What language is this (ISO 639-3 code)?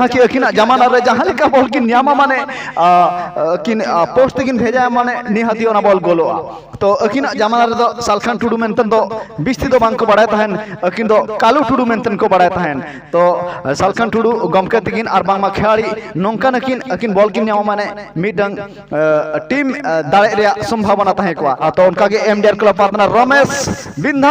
sat